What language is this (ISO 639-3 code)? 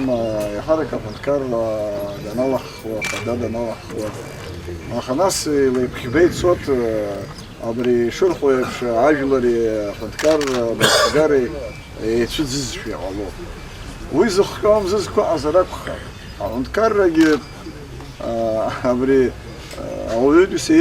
abk